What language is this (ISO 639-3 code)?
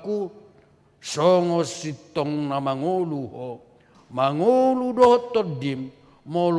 bbc